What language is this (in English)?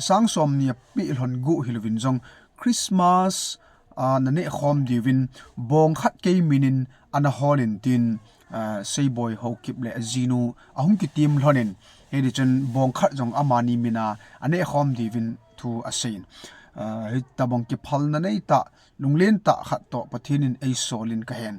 Thado Chin